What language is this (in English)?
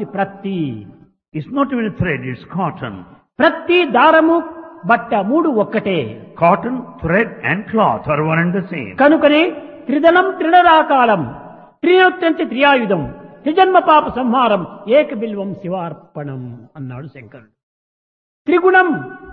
Telugu